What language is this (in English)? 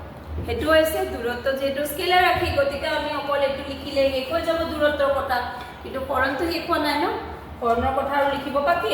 Assamese